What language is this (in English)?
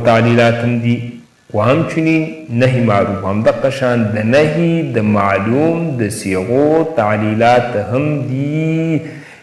Pashto